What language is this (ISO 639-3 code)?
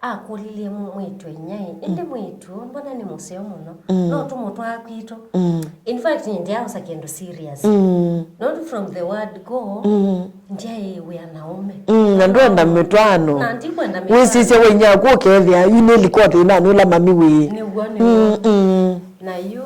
kam